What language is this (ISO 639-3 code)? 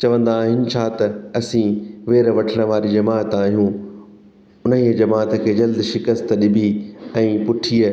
snd